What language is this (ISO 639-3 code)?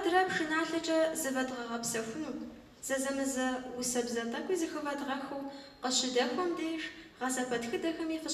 kbd